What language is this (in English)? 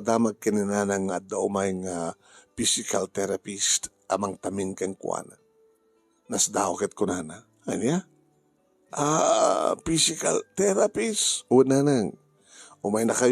Iloko